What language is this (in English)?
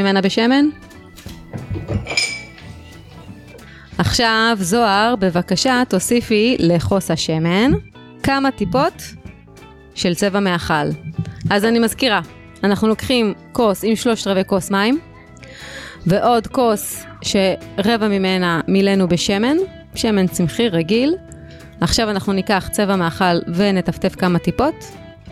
Hebrew